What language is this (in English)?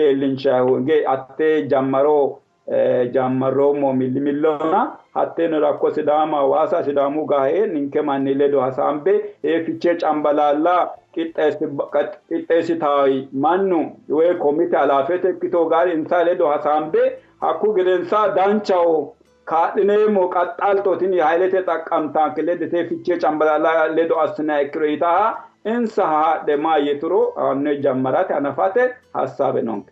Sidamo